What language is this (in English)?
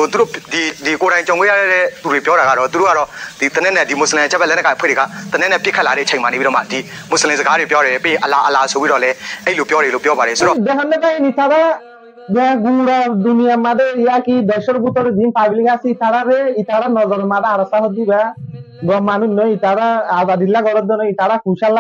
Rohingya